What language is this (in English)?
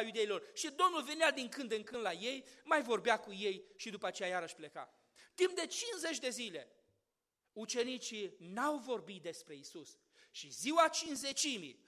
Romanian